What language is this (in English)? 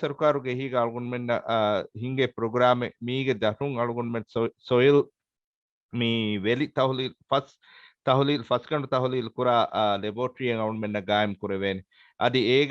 Divehi